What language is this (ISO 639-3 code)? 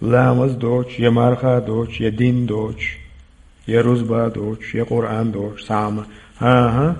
che